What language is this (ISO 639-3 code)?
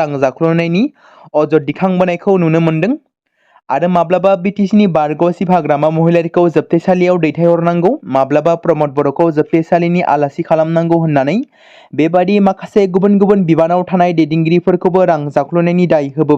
brx